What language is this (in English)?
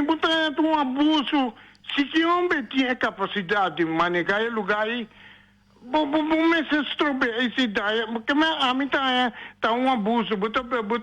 Papiamento